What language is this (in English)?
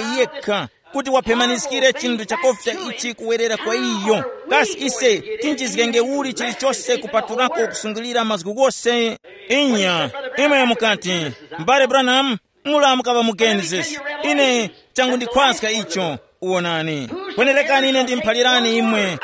Tumbuka